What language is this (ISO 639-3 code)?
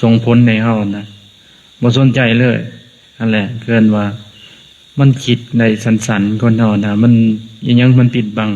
lao